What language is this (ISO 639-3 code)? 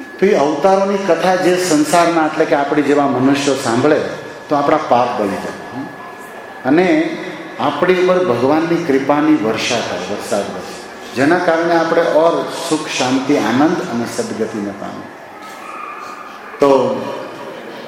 guj